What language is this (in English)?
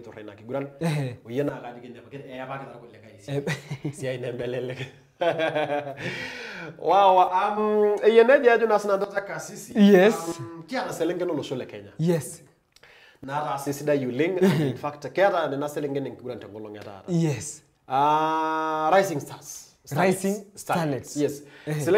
Masai